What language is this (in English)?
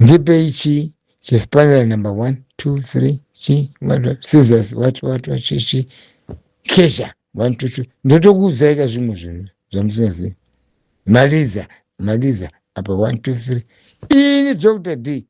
Shona